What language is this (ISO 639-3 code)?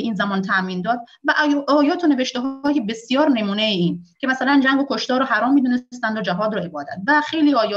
fas